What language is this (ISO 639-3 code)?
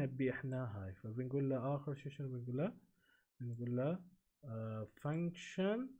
afb